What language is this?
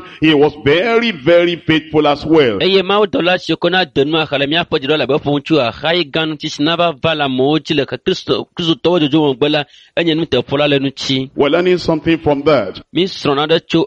Ewe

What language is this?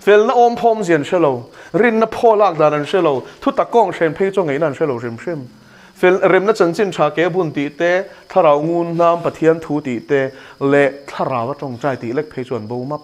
Mizo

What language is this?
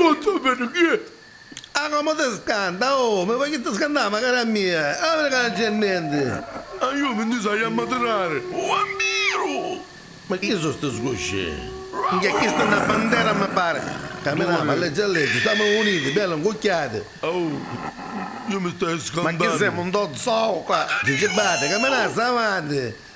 Neapolitan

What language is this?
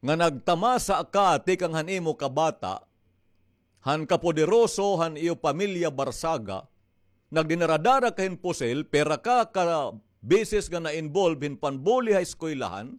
Waray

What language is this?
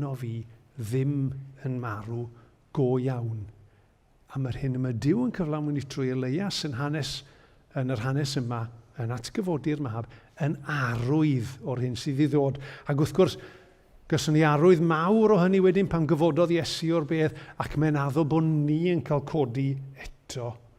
Welsh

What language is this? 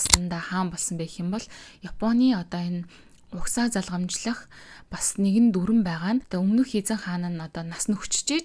Mongolian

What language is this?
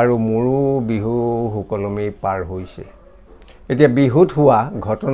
Assamese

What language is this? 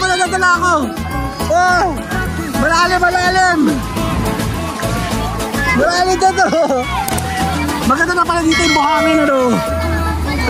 Filipino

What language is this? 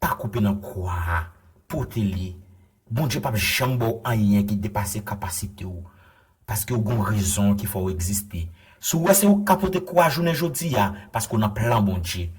Haitian Creole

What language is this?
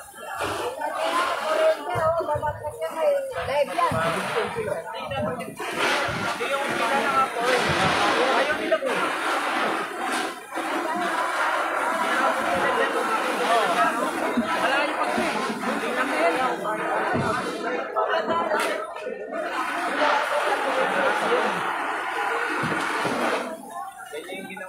Filipino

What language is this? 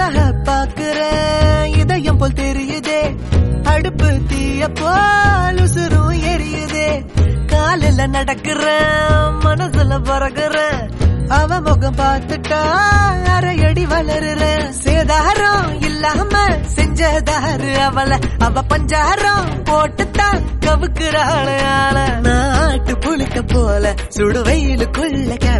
Tamil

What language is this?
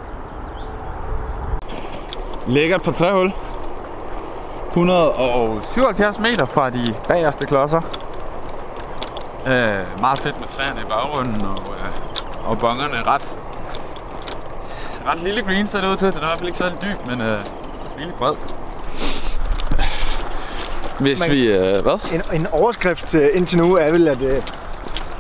Danish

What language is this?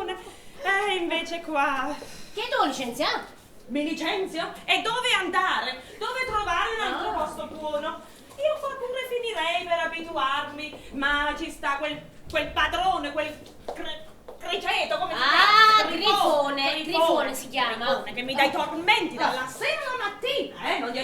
Neapolitan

